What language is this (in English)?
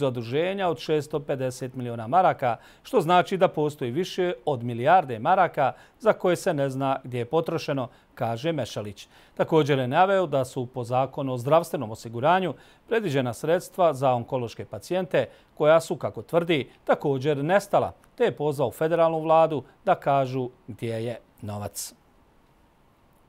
Bosnian